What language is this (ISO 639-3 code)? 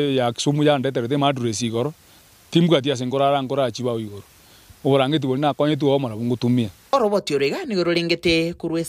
guz